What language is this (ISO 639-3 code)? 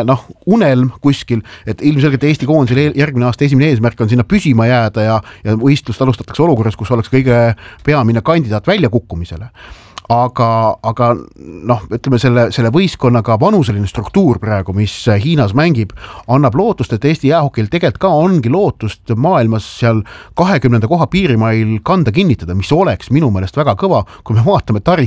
est